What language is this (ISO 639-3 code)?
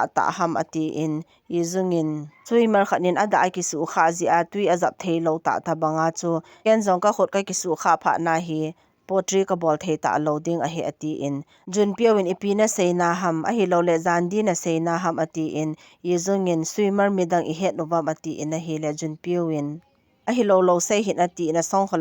tcz